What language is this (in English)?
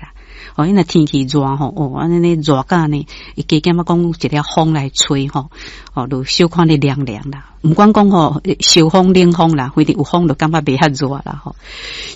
Min Nan Chinese